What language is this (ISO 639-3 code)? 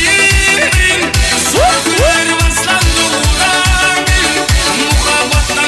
kaa